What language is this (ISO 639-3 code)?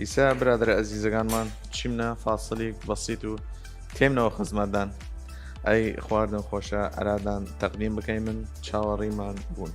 sdh